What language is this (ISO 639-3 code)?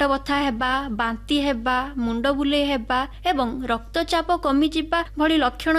ori